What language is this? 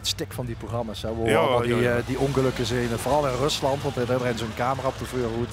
Limburgish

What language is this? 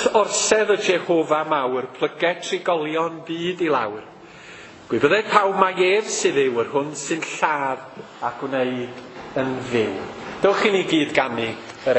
Welsh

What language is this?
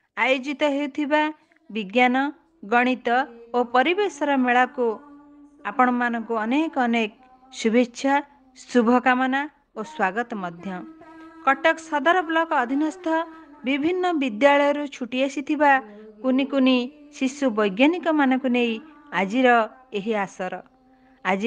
Odia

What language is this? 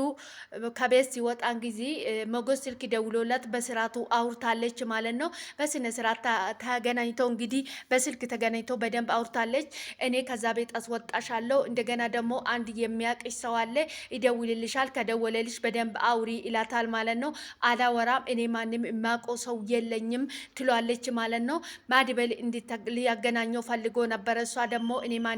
Amharic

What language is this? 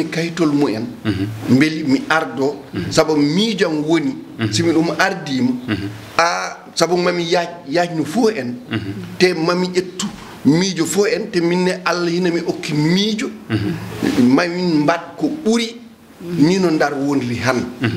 Fula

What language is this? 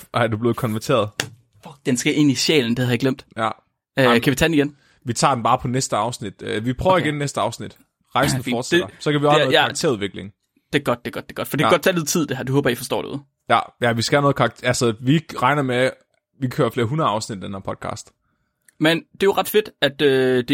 Danish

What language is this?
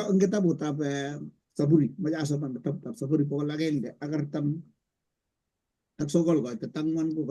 Kalenjin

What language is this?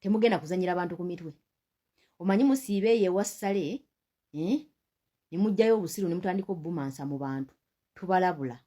Ganda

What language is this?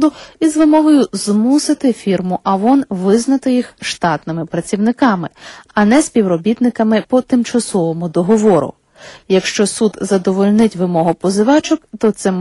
Ukrainian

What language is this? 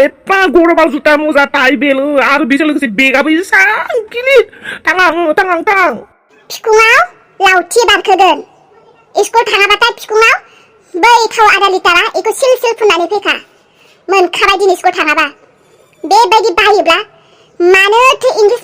Bodo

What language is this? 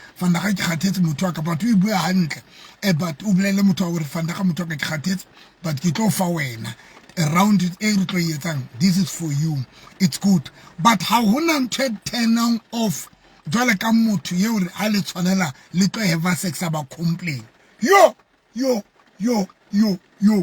Southern Sotho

